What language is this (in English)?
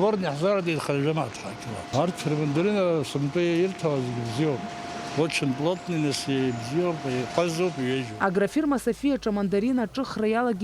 Abkhazian